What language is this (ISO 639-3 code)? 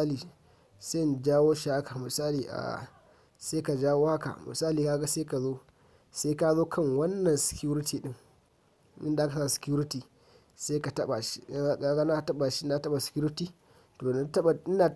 hau